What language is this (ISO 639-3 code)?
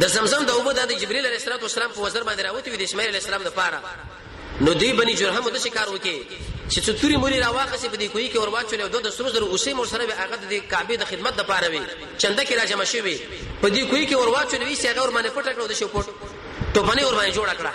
pus